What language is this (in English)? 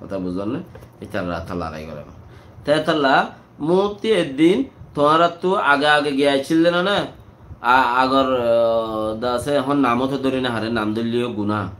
Rohingya